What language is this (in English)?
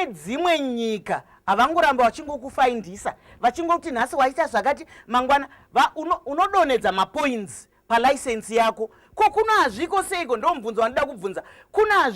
Shona